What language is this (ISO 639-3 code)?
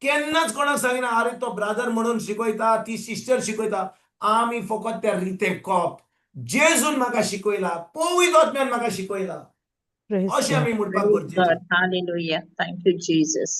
kok